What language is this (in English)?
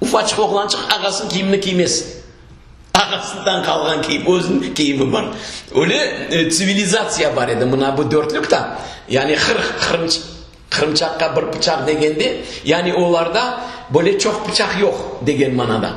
Crimean Tatar